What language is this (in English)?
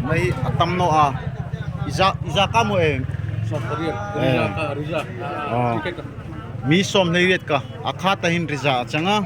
Darlong